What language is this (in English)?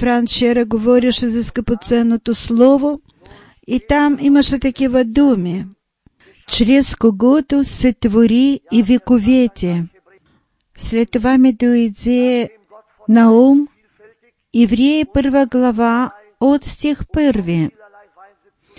Bulgarian